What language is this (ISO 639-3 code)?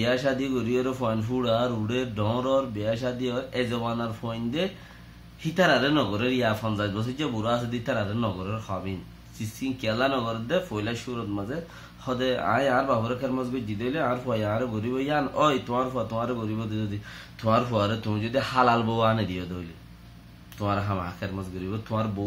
rhg